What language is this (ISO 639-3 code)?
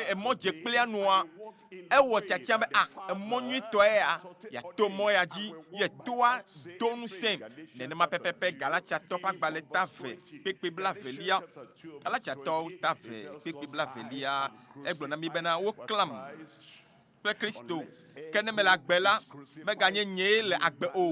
ewe